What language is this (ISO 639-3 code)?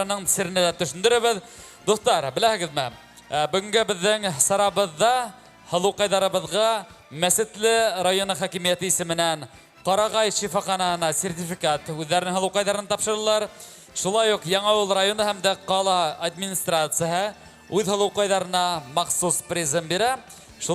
bak